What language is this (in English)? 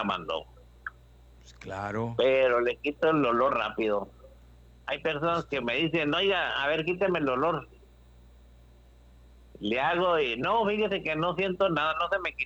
Spanish